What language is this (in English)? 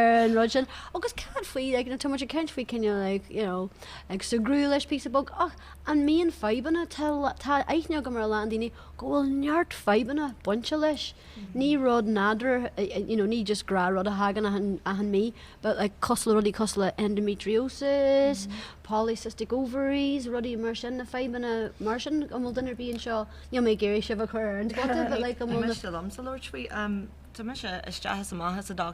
Irish